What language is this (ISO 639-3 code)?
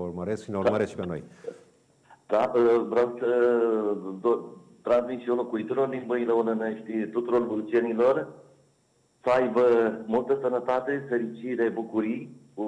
ron